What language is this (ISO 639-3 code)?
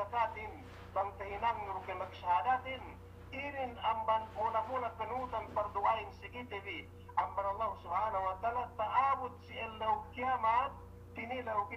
yka